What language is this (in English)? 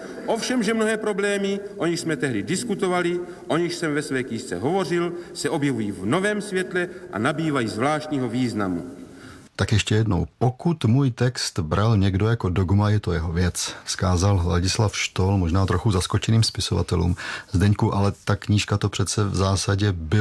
Czech